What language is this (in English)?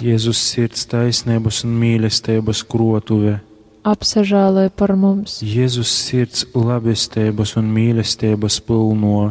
Latgalian